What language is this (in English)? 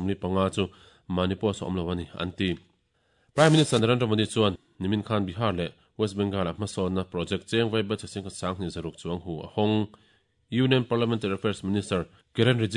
Mizo